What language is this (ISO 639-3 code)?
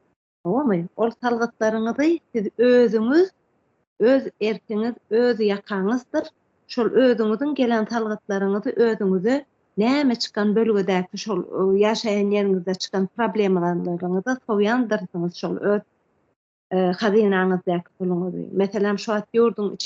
tuk